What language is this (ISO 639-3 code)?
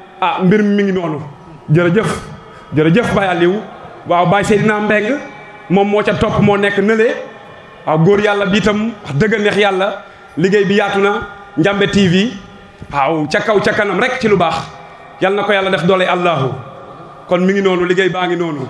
wol